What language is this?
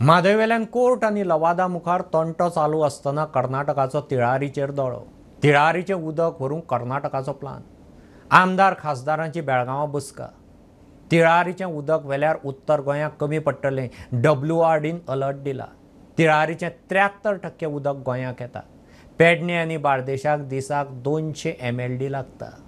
Konkani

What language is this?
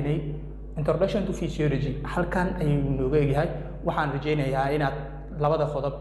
Somali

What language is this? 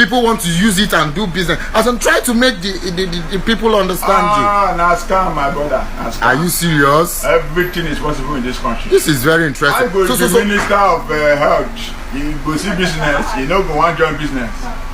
Nigerian Pidgin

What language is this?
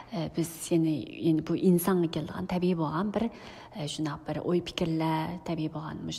Uyghur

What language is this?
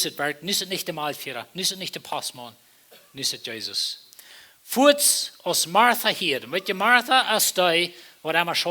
Plautdietsch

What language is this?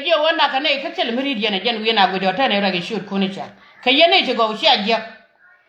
Nuer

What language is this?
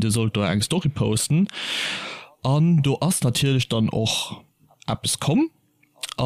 Luxembourgish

